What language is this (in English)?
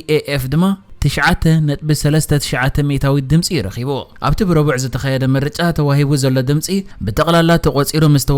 Tigrinya